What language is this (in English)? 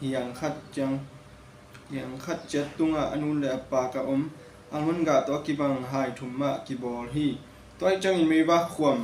Tedim Chin